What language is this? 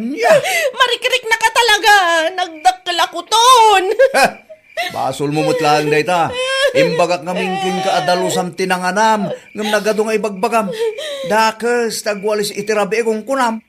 Iloko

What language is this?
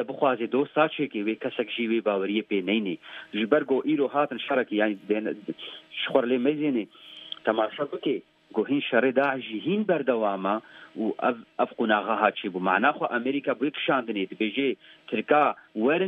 Kurdish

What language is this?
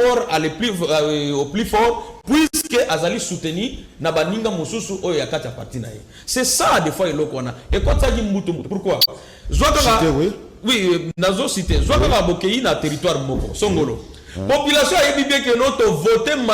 Lingala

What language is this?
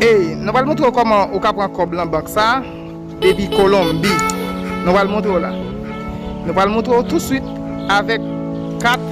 Haitian Creole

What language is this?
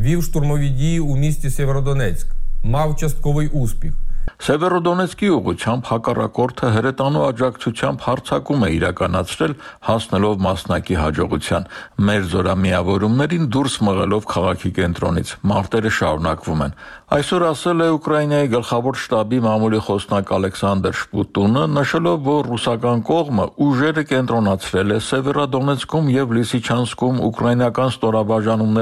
Armenian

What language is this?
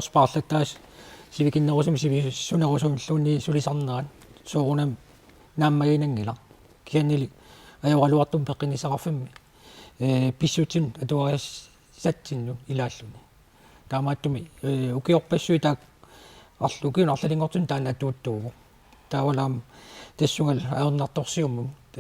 Kalaallisut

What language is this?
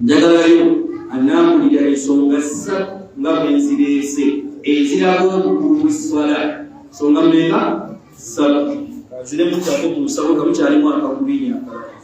Ganda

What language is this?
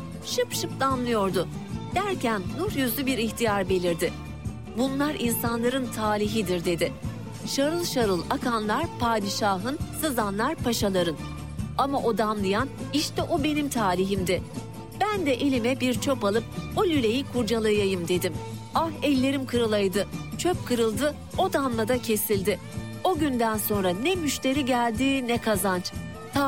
Turkish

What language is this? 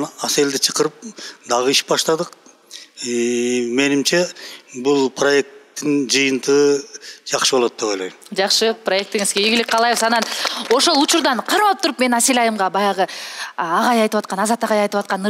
Kyrgyz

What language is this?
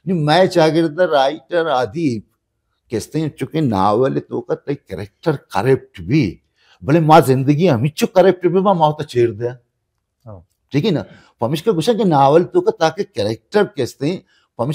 Baluchi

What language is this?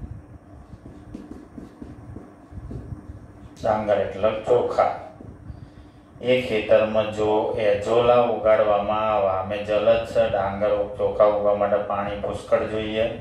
Gujarati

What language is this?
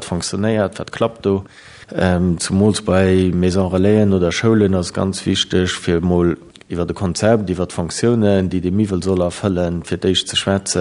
Luxembourgish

